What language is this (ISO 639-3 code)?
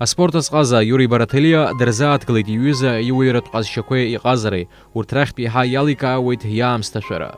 abk